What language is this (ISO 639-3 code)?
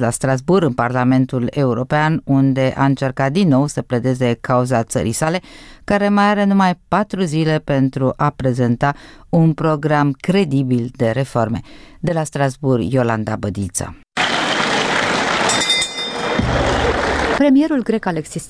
ron